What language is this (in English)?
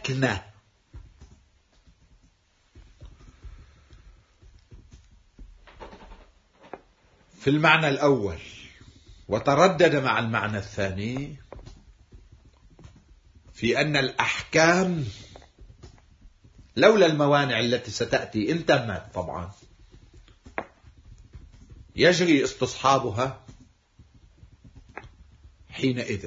Arabic